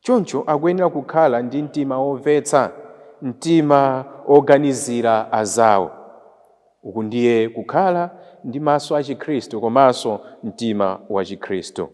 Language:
Nyanja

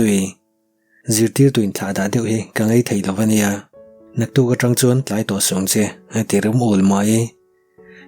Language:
Mizo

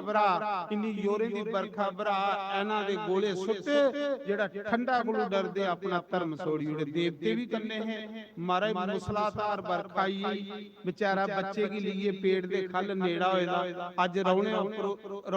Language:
Dogri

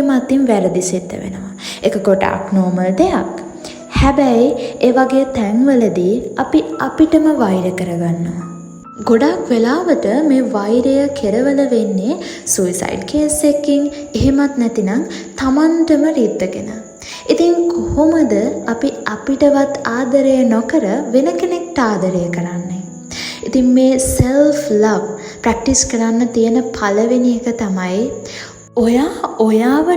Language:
Sinhala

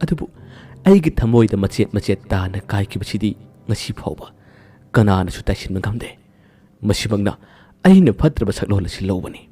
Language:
Manipuri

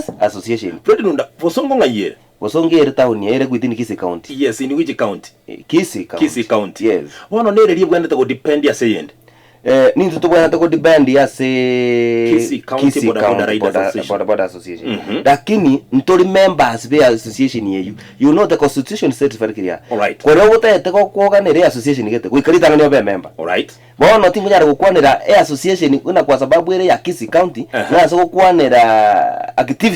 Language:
Gusii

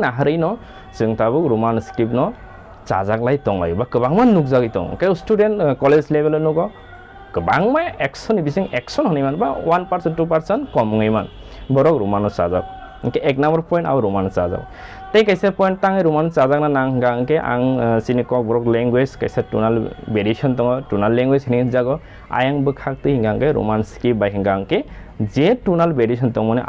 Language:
Kok Borok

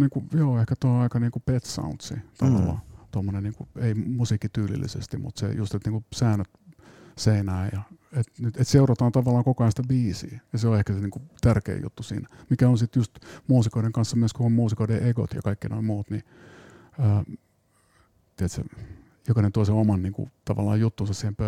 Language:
Finnish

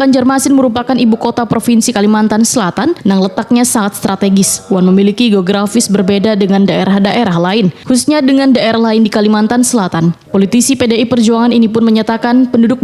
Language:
Banjar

